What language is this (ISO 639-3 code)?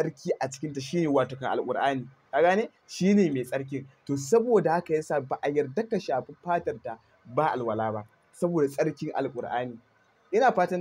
hau